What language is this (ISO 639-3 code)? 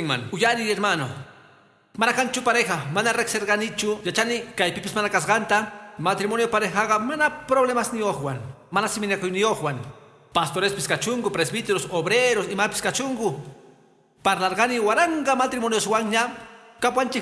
que